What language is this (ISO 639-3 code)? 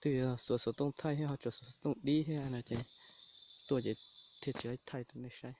hmn